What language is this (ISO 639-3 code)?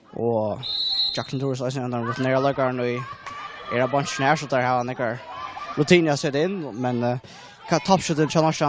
fao